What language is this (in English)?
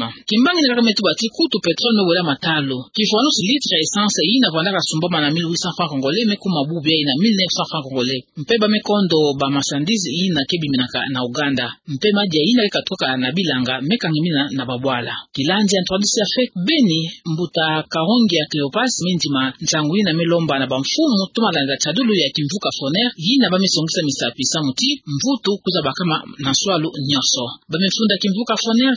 Kituba (Democratic Republic of Congo)